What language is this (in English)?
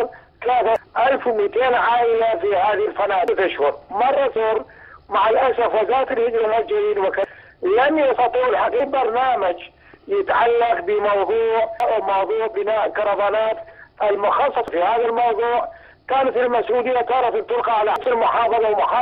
Mesopotamian Arabic